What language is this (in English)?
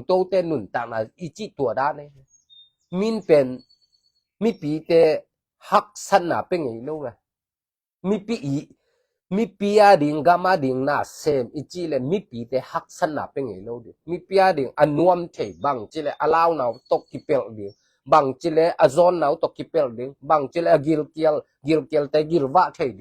Tedim Chin